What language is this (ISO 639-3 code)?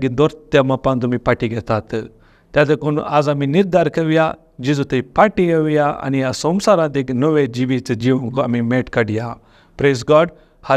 kok